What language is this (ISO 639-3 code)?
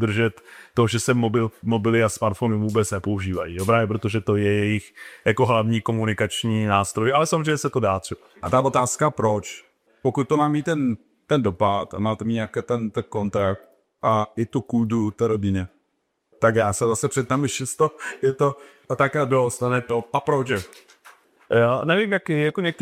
ces